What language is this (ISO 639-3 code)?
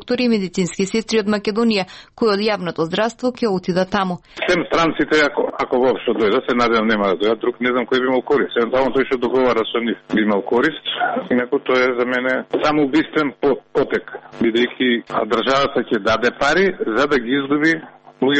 mkd